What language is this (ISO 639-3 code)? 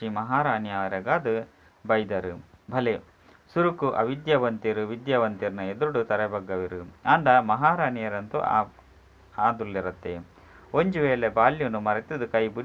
tcy